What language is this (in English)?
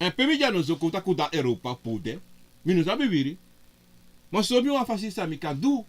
Sranan Tongo